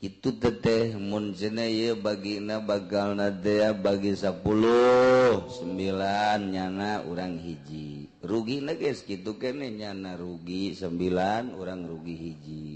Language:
Sundanese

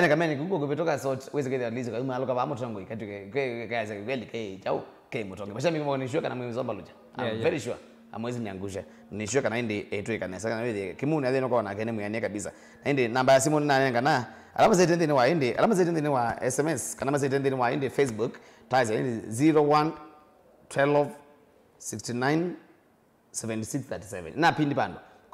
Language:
Kamba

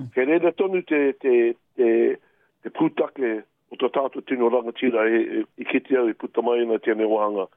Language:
Māori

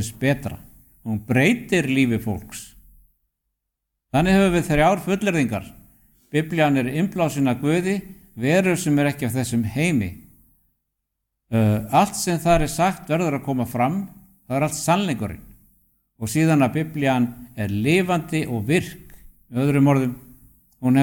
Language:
Icelandic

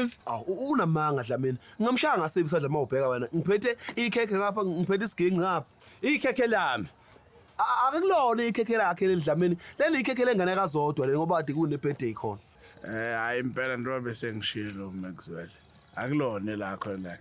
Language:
Zulu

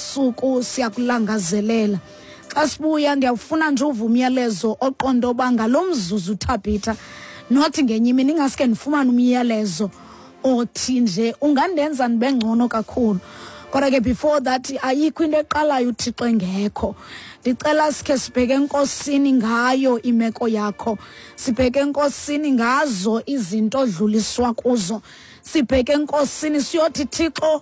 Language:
Xhosa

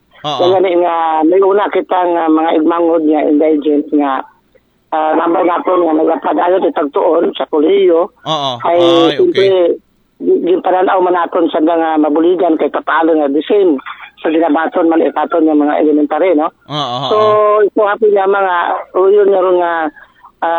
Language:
Aklanon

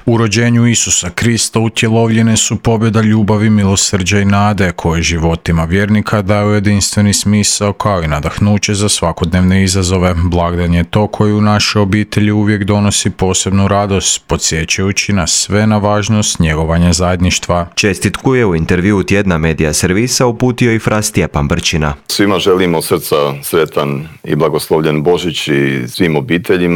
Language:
Croatian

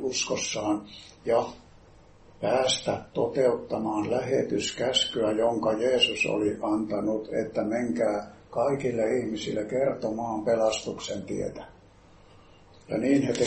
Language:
Finnish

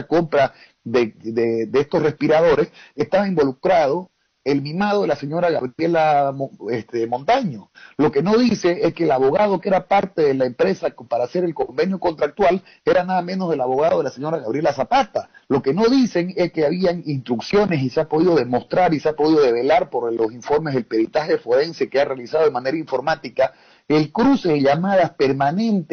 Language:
Spanish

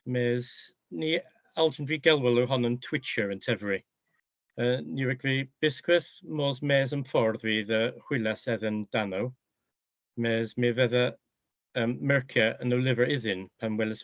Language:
Cornish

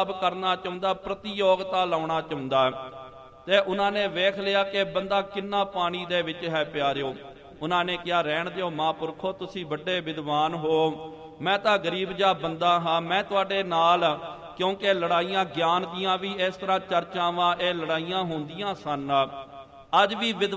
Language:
Punjabi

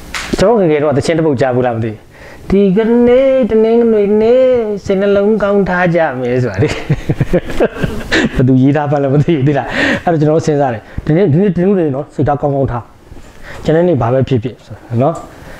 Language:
Burmese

